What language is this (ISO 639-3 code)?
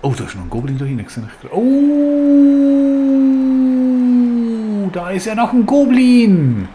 gsw